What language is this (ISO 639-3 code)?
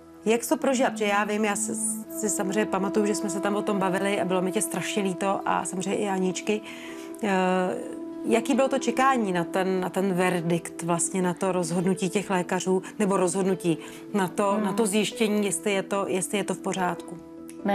ces